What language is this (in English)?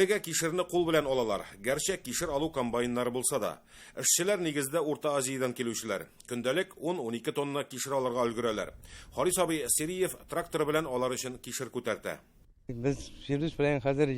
Tatar